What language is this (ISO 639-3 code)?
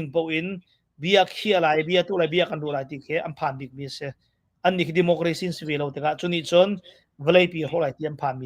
cnh